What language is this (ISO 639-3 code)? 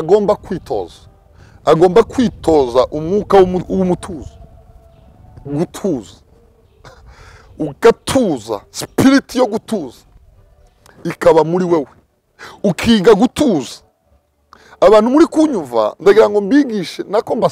kin